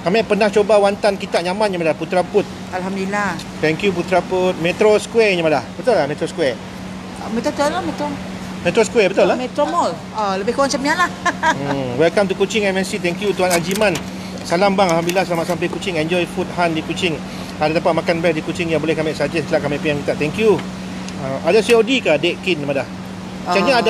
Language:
Malay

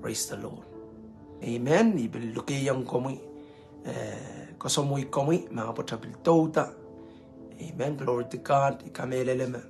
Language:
Pohnpeian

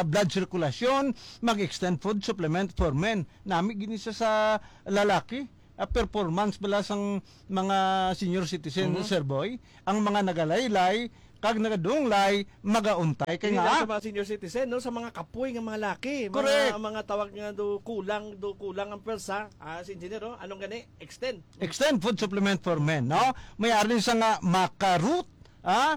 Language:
Hiligaynon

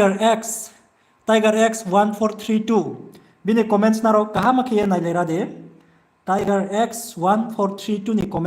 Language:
Riang (India)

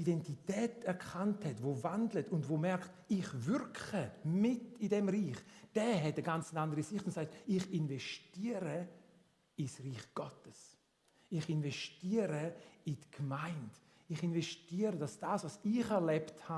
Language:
Swiss German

